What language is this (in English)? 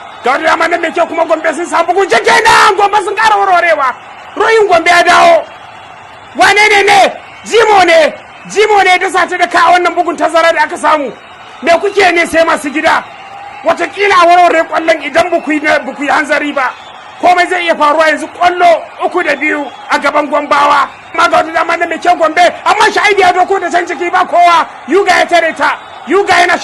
Hausa